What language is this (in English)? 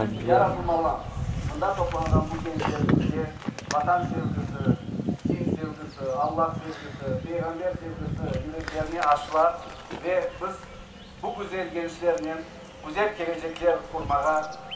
Crimean Tatar